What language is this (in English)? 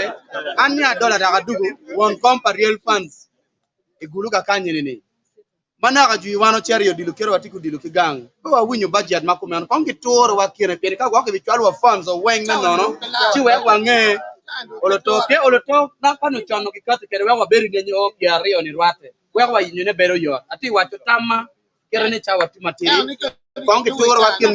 Acoli